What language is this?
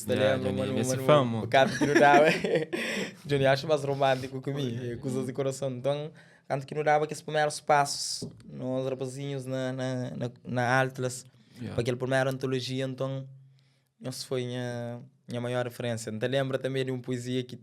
Kabuverdianu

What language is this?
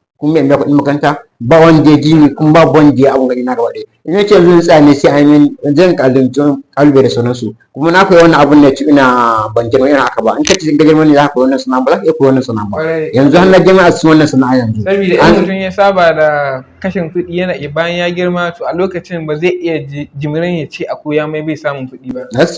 Hausa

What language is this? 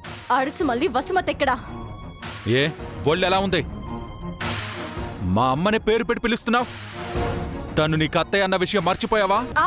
Telugu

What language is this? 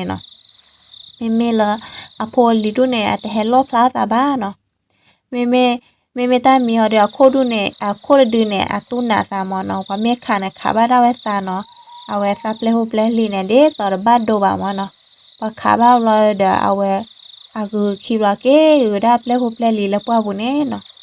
S'gaw Karen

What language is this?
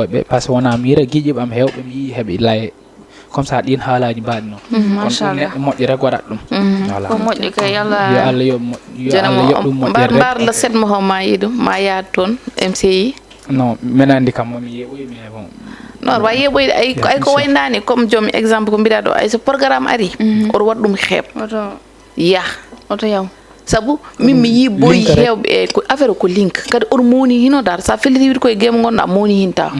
Fula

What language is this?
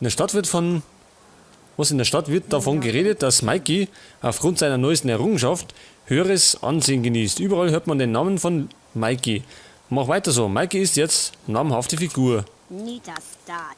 Bavarian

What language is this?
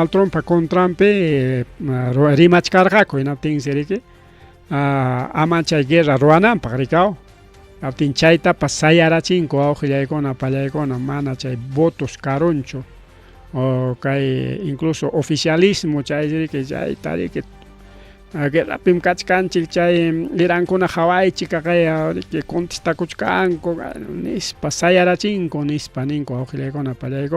Ayacucho Quechua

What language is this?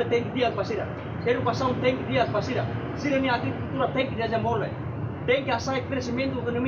Tetum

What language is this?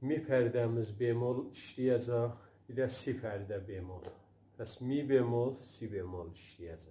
South Azerbaijani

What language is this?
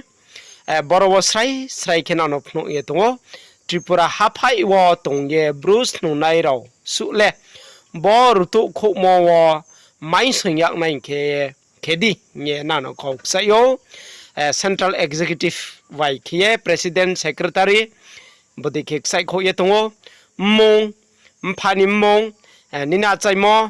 Riang (India)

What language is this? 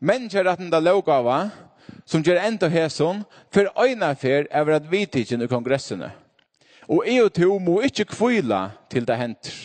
Faroese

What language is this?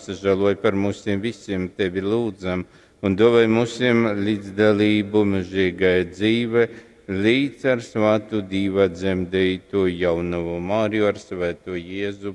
Latgalian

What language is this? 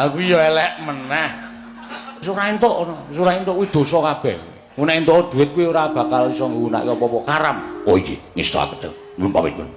Javanese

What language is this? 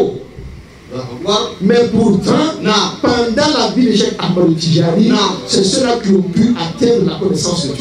Bambara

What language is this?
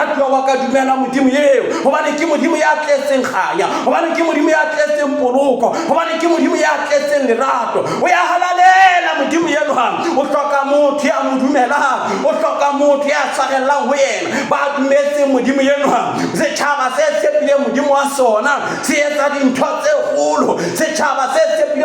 Southern Sotho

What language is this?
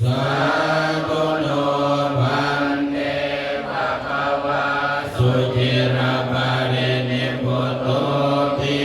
Pali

